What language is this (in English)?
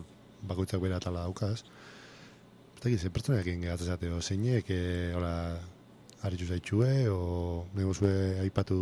Basque